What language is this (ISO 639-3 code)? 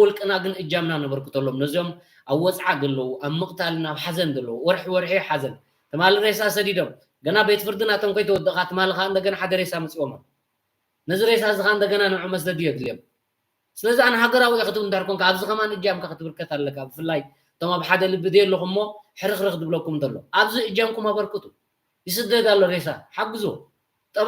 tir